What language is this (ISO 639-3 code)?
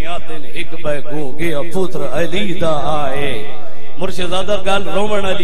skr